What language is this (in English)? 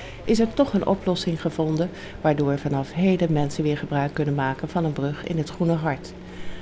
Dutch